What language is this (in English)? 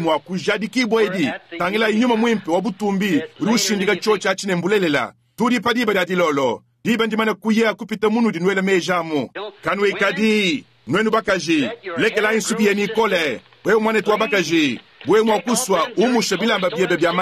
Luba-Lulua